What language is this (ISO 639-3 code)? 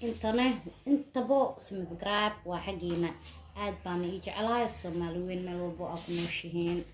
som